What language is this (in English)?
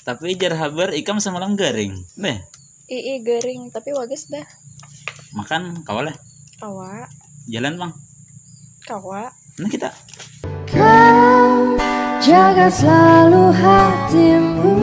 Banjar